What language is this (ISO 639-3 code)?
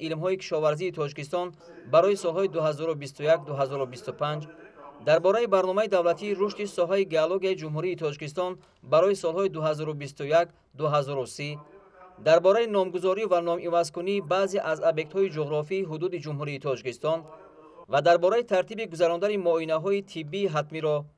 tgk